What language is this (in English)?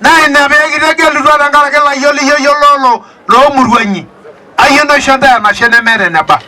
Masai